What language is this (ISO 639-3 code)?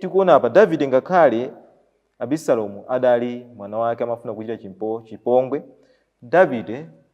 nya